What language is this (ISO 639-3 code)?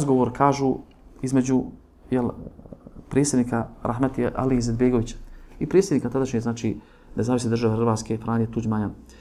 bos